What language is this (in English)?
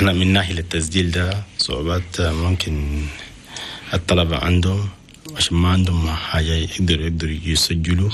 Chadian Arabic